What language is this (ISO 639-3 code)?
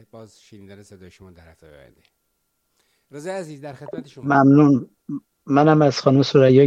fas